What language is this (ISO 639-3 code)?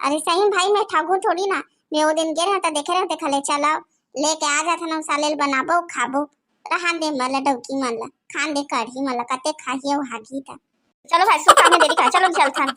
hne